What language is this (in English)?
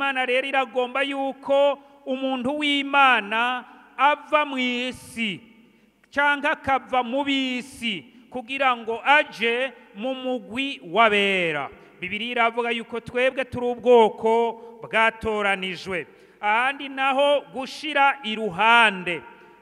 Rundi